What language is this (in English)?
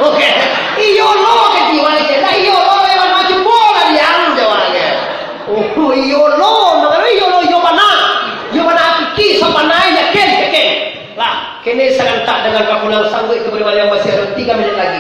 Minangkabau